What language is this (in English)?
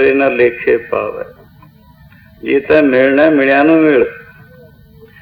Punjabi